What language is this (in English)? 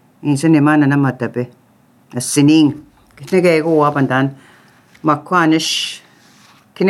Latvian